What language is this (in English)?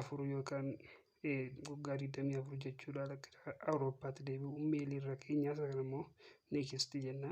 Oromo